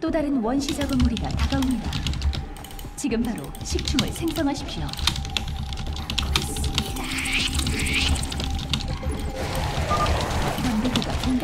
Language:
Korean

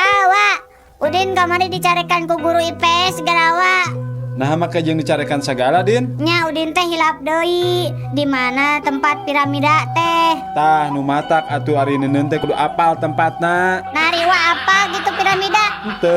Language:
Sundanese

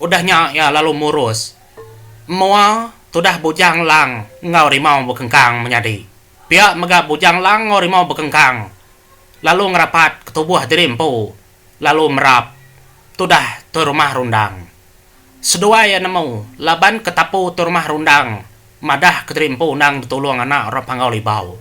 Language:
Iban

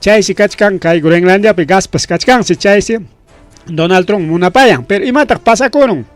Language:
Ayacucho Quechua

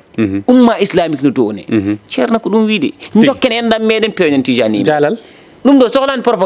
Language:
Fula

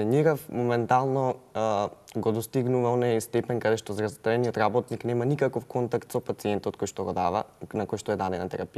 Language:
Macedonian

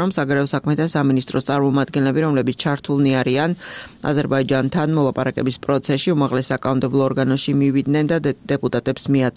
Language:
Georgian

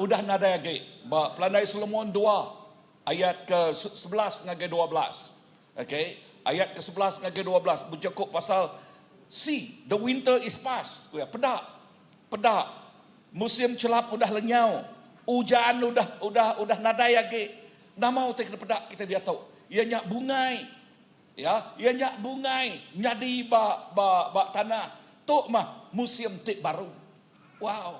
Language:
Iban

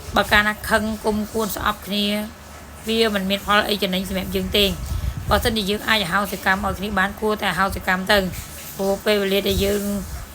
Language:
Khmer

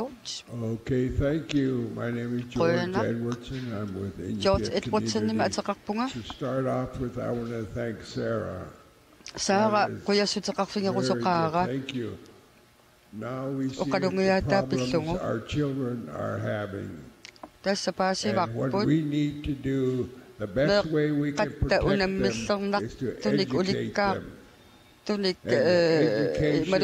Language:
Kalaallisut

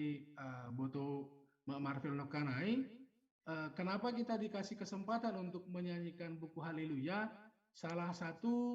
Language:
Batak Simalungun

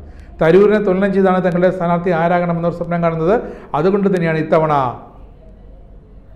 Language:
Malayalam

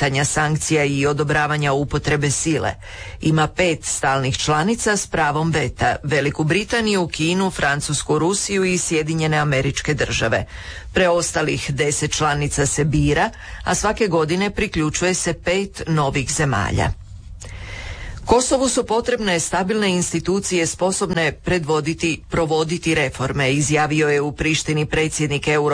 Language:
Croatian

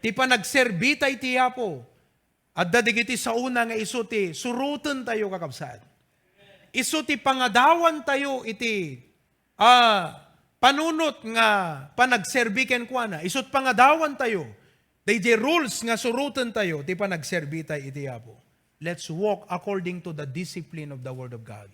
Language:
Iloko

